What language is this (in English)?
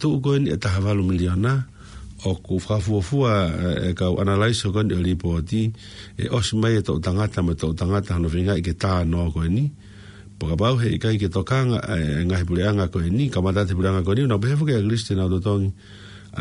Tongan